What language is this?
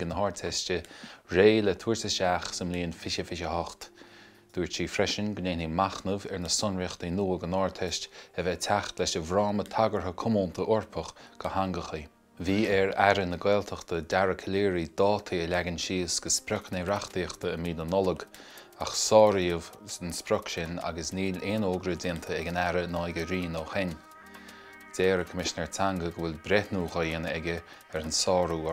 Irish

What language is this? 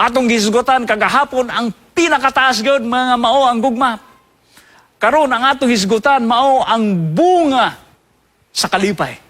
Cebuano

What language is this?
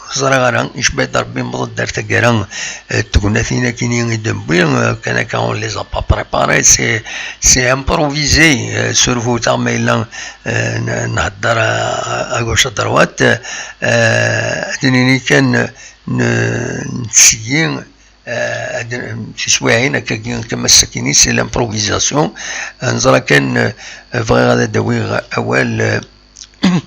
Kabyle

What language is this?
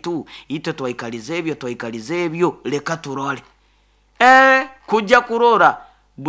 Nyoro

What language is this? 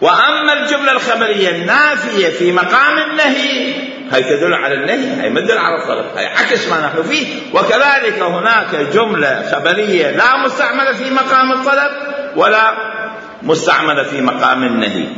Mesopotamian Arabic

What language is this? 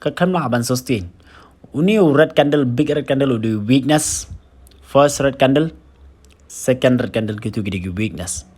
Khasi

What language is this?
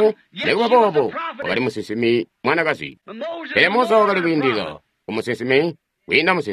Tonga (Zambia)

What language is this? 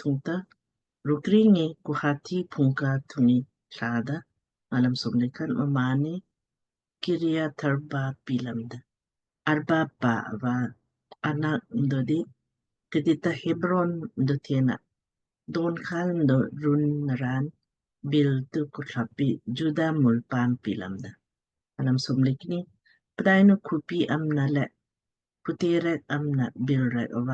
Lamkang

